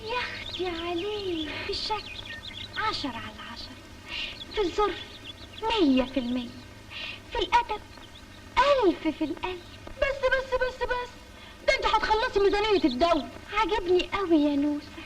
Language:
Egyptian Arabic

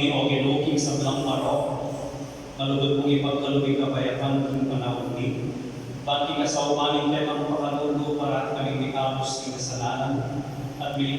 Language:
Pampanga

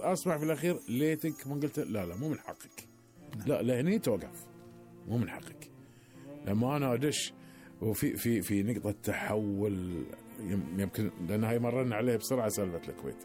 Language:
Gulf Arabic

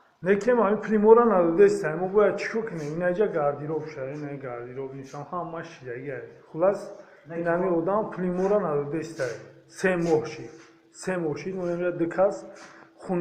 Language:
Tajik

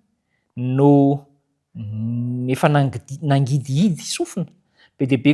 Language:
Malagasy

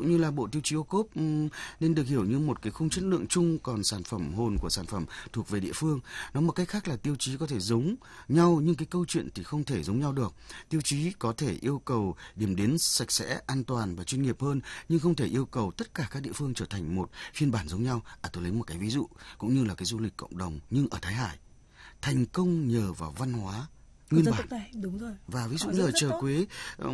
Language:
Vietnamese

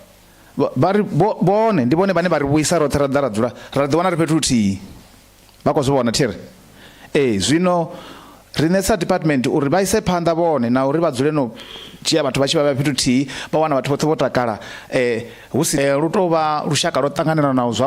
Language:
Venda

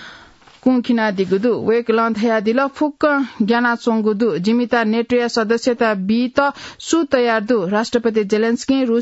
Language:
Newari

